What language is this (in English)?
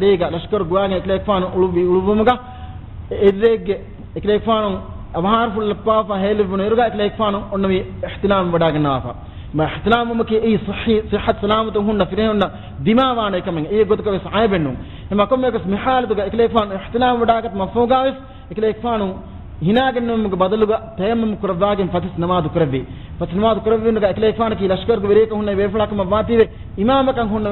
Divehi